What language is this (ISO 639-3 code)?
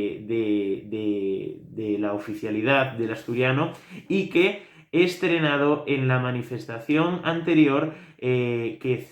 ast